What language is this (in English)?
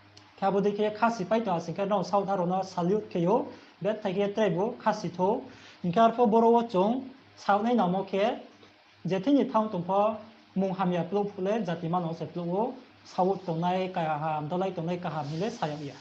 Riang (India)